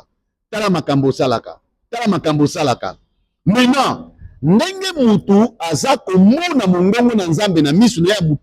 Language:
Lingala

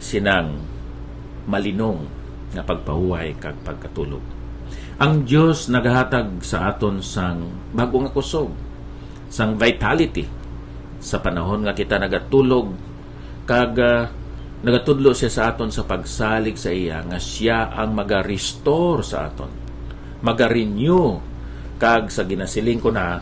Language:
Hiligaynon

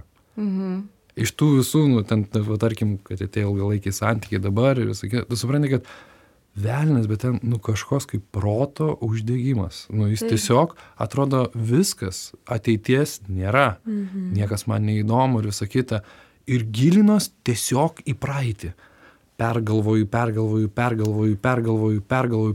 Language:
Lithuanian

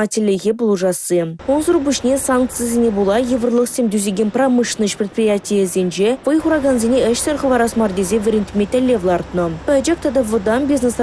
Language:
Chuvash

